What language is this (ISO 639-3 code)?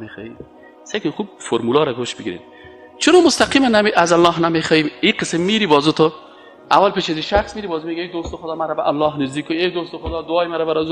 fas